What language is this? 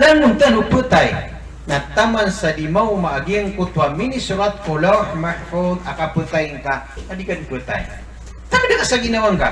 Maranao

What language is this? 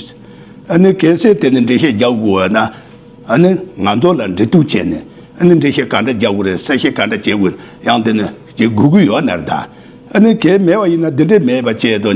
Tibetan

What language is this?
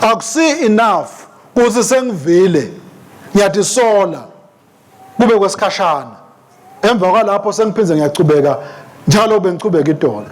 Swati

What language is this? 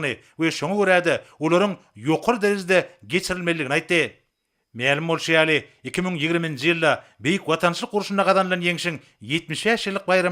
Turkmen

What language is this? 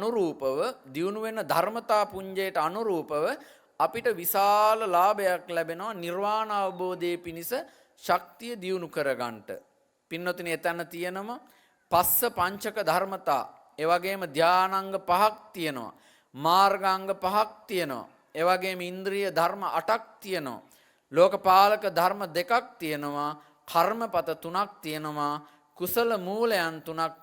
Sinhala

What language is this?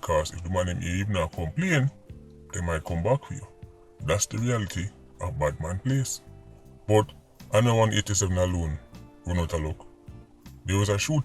Jamaican Creole English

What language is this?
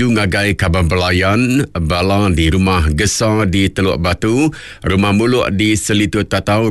Iban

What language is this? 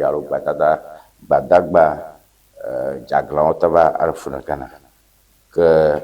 Ewe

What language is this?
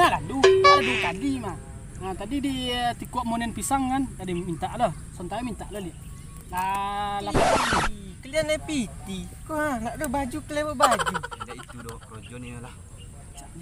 Minangkabau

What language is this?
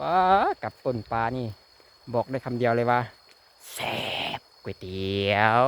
Lao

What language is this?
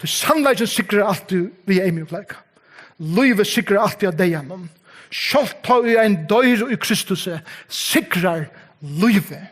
Faroese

